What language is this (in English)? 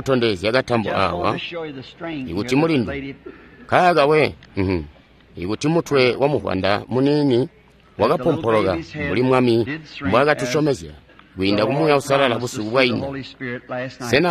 Tonga (Zambia)